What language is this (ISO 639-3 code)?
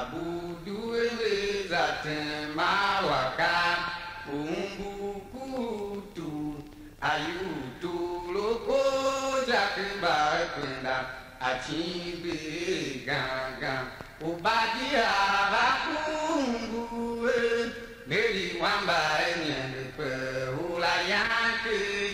tiv